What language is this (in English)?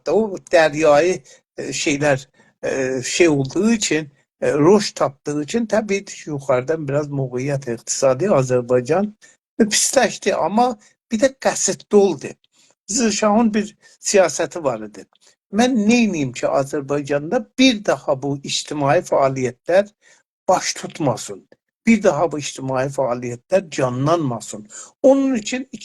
South Azerbaijani